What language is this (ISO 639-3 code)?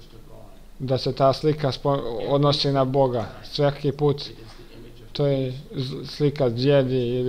hrv